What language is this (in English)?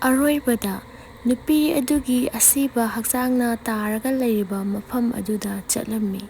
Manipuri